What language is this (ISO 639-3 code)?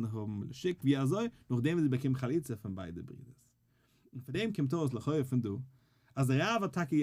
yid